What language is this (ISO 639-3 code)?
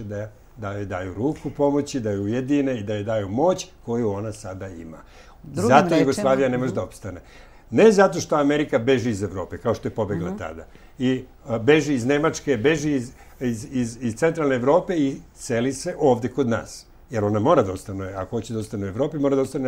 srp